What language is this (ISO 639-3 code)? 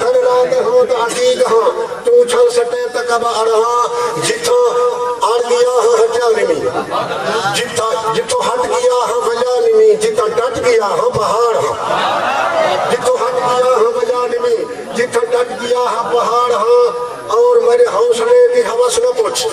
skr